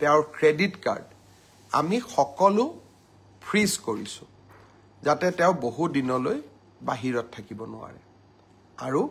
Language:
Assamese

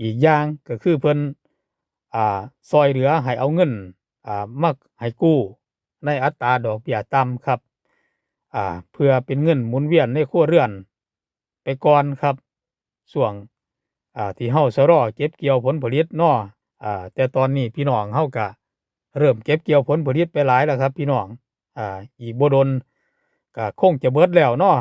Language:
Lao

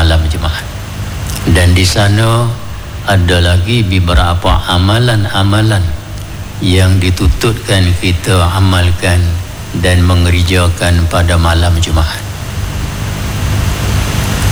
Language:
Malay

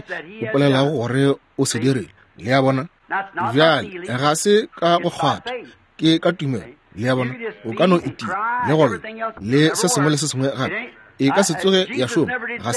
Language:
Northern Sotho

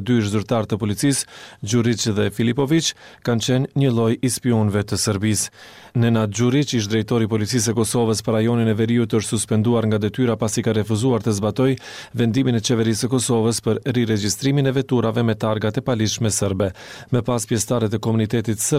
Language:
Albanian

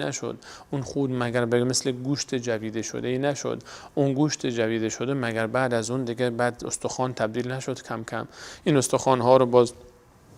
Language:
Persian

